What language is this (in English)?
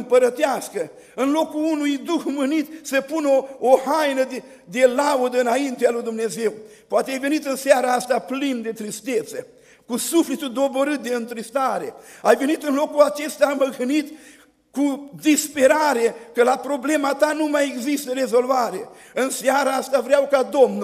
Romanian